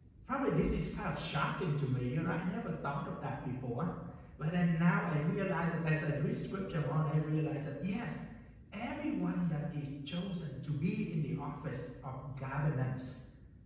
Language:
English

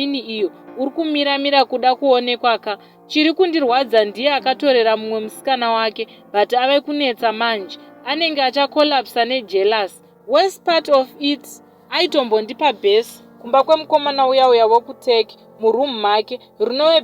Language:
Shona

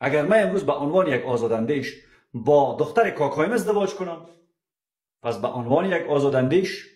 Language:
Persian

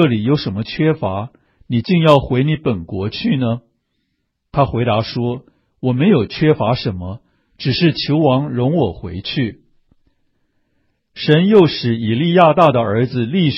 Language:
Chinese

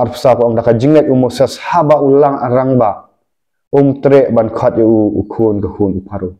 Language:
Khasi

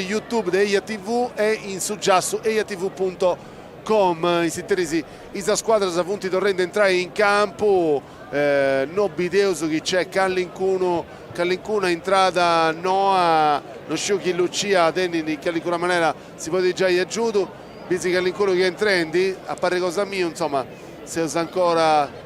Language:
Sardinian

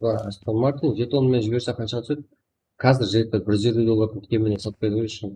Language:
Kara-Kalpak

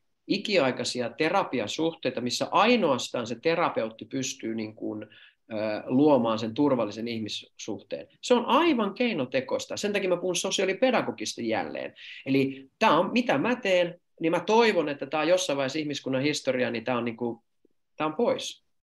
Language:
Finnish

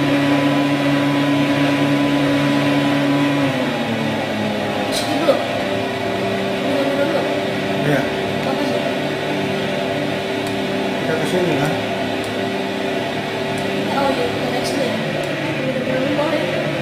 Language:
Indonesian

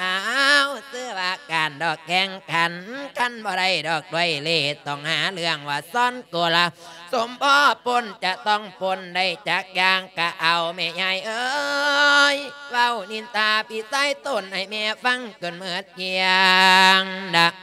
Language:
Lao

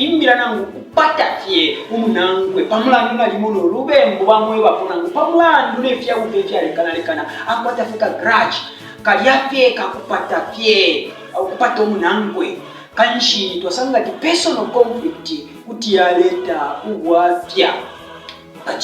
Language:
Bemba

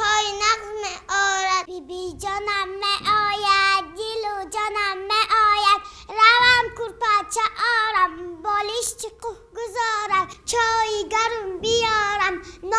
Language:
Tajik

